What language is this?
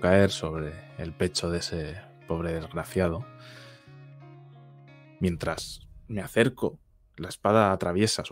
Spanish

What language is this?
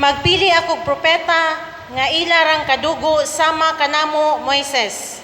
Cebuano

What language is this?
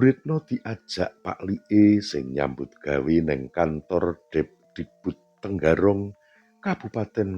Javanese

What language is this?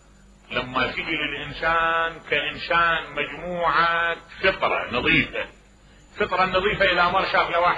Mesopotamian Arabic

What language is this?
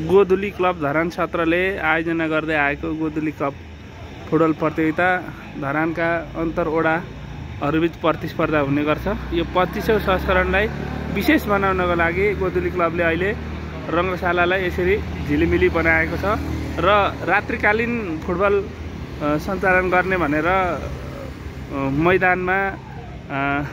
Nepali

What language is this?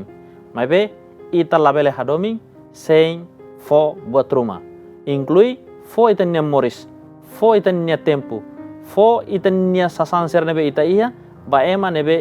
Tetum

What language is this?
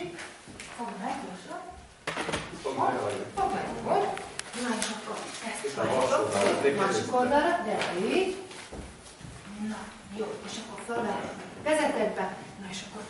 Hungarian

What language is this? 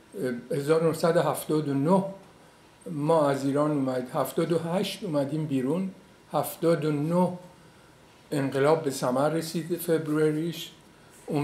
Persian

